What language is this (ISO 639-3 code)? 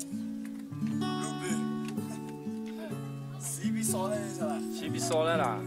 ahk